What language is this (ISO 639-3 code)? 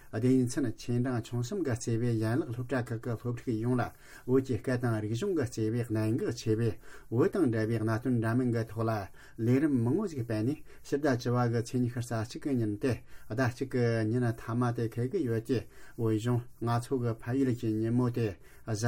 bod